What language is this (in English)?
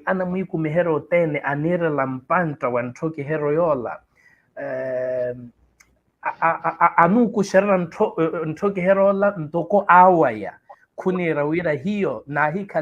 Makhuwa